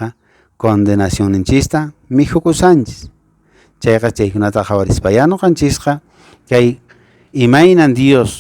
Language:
Quechua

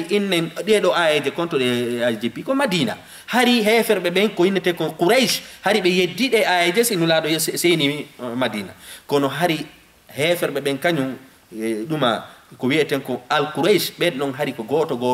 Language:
Fula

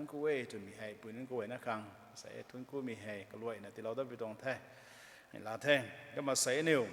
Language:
Rongmei Naga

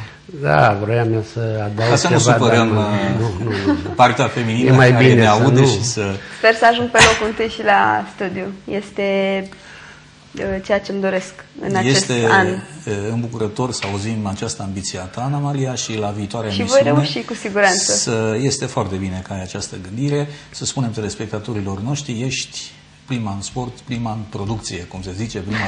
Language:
Romanian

